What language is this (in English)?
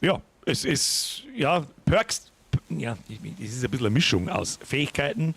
Bavarian